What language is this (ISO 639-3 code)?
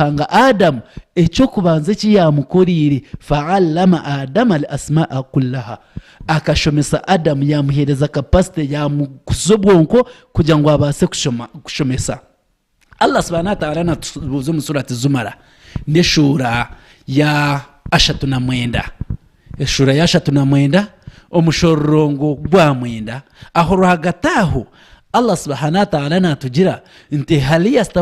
nyn